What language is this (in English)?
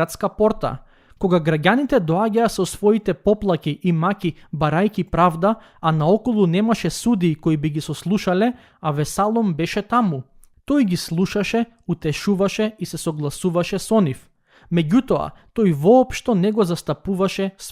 Macedonian